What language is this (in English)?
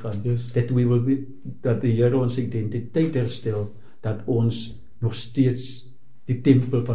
Afrikaans